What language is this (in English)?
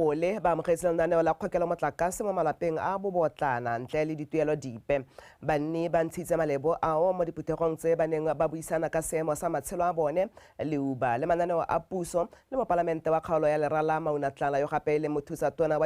Tswana